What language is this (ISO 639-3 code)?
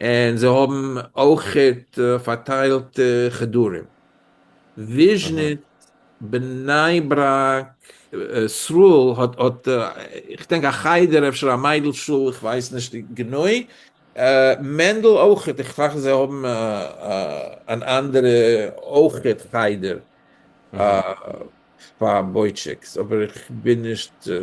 yid